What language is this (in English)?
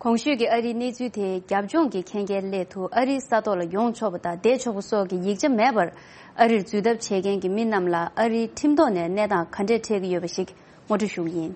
Tibetan